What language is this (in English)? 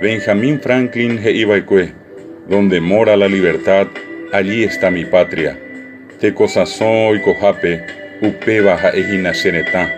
Guarani